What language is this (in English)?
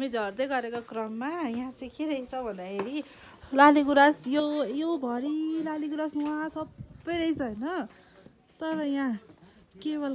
Nepali